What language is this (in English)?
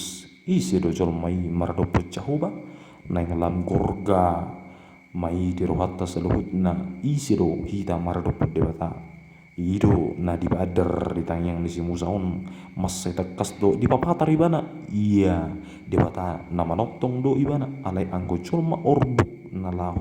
Batak Toba